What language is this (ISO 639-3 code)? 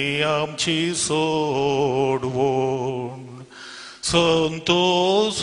kok